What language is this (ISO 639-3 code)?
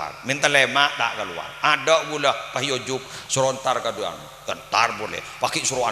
mad